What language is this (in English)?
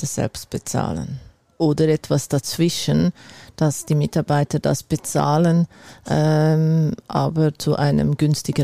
German